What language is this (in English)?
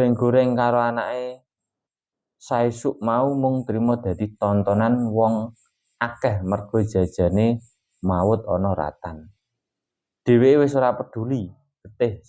Javanese